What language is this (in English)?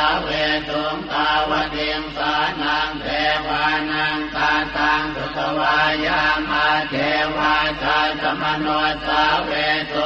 Pali